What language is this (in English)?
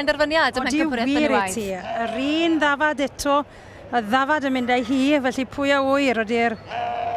Welsh